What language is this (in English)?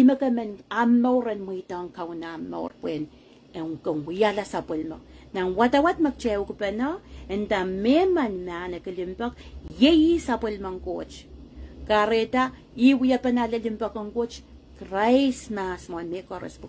Pohnpeian